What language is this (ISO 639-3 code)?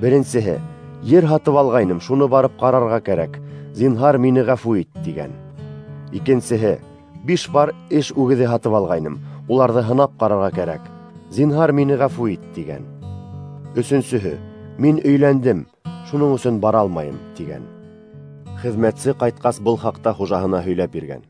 bak